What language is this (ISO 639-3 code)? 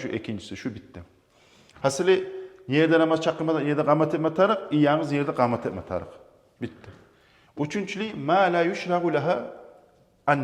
kum